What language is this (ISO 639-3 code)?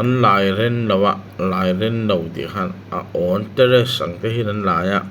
lus